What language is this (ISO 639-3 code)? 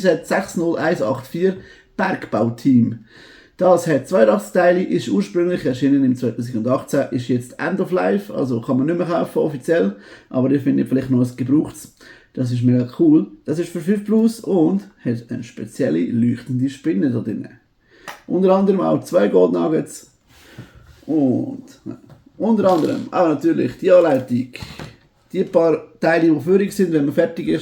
gsw